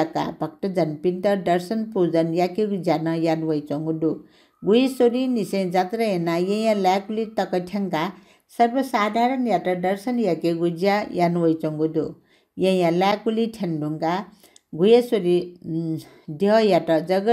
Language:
Newari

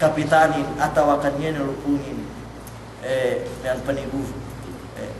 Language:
Yakan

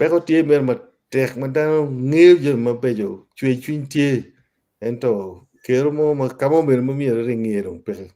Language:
Acoli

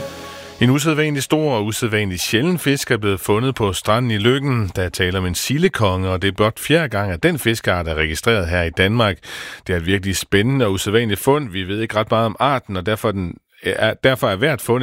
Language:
Danish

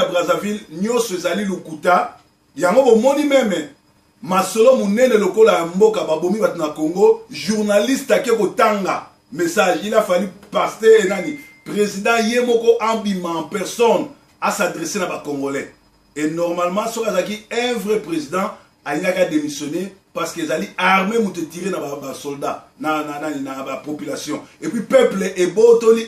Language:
Lingala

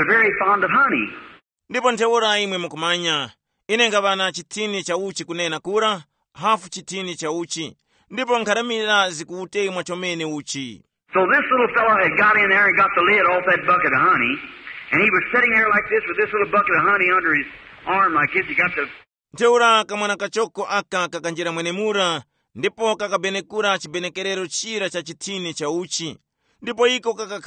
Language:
Tumbuka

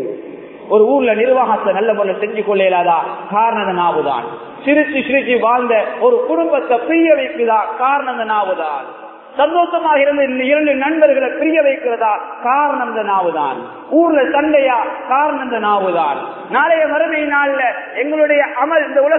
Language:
Tamil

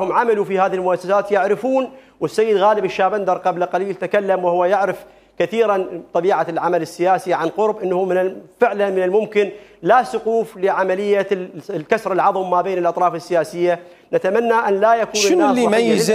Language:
Mesopotamian Arabic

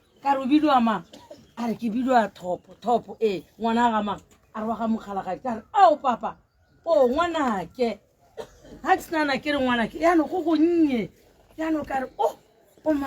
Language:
Tswana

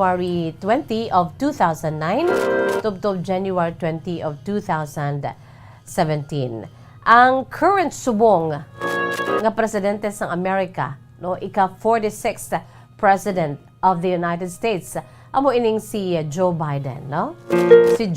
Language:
Hiligaynon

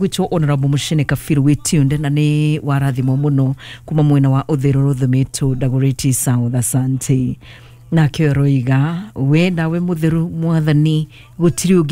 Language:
Kikuyu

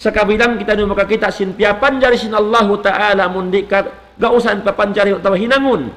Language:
Tausug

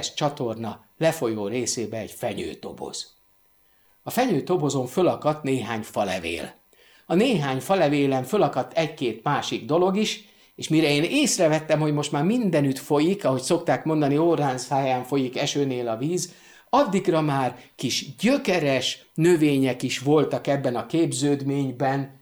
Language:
Hungarian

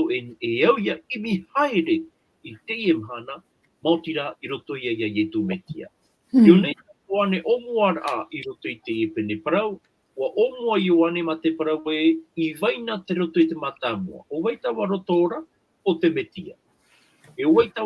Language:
Tahitian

